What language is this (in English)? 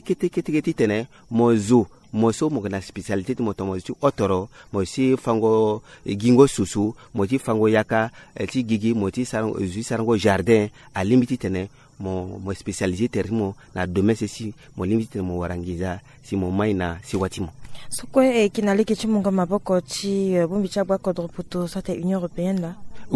Sango